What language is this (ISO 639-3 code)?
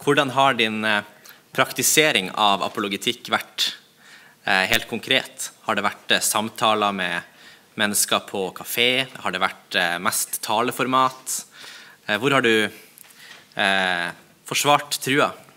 swe